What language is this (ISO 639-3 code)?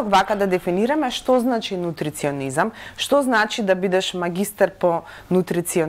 mkd